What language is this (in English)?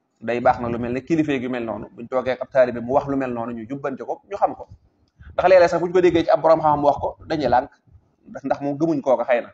Wolof